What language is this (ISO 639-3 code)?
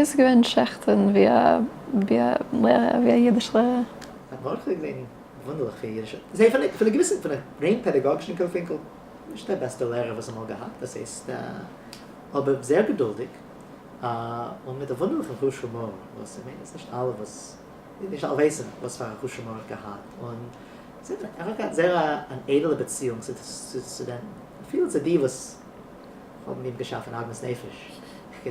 yid